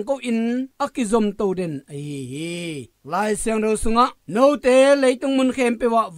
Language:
Tedim Chin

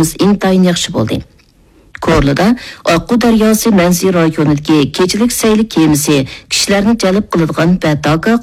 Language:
Uyghur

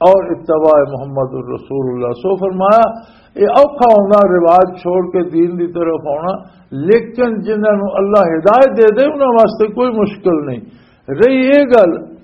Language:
Western Panjabi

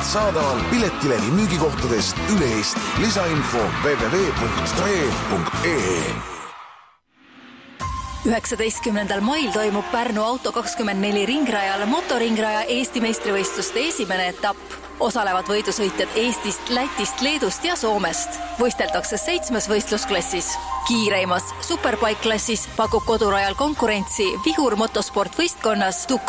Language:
Estonian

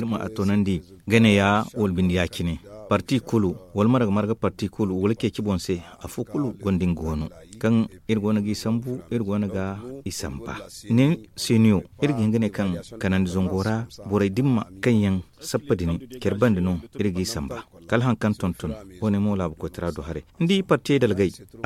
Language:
Zarma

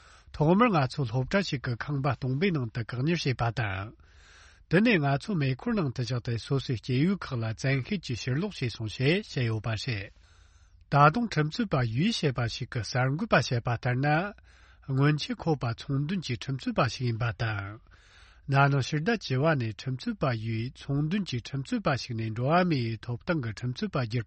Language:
Tibetan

